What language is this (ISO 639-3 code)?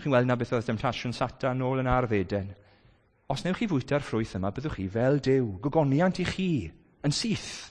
cym